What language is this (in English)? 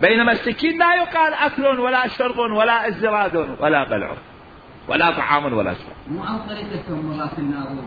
Mesopotamian Arabic